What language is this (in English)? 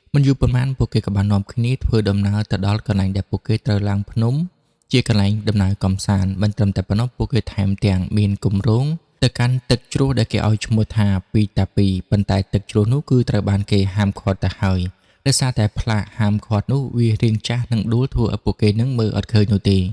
Khmer